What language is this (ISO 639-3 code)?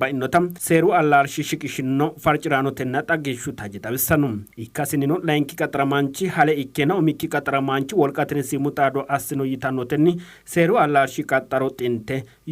sid